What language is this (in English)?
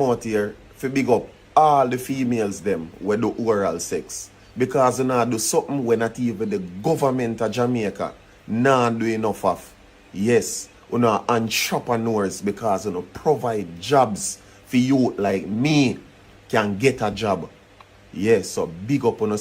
Jamaican Creole English